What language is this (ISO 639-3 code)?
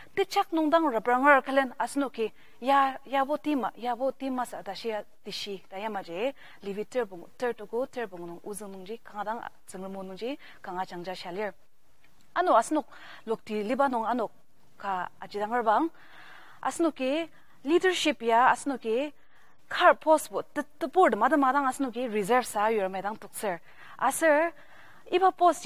njo